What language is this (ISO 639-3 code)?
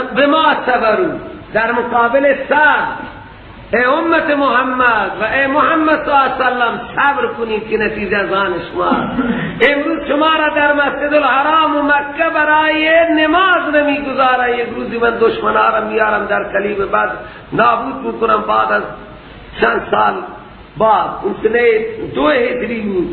fas